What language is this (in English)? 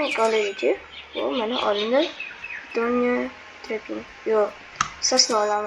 Uzbek